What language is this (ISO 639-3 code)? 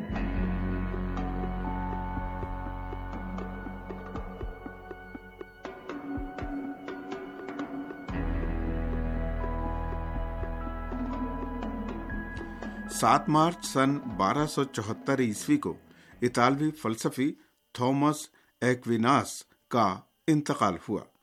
urd